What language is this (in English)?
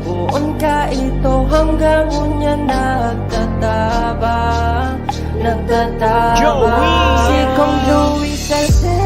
Bikol